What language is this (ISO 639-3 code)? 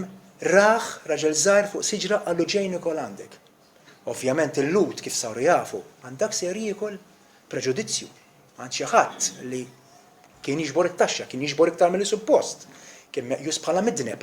mlt